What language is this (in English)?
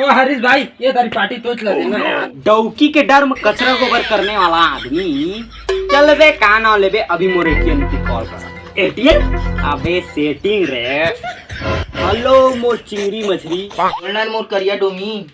Chhattisgarhi